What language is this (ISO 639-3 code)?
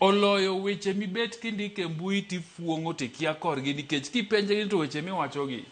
luo